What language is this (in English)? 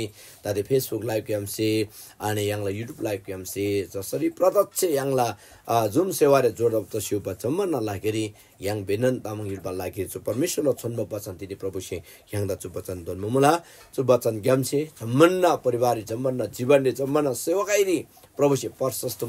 Eastern Tamang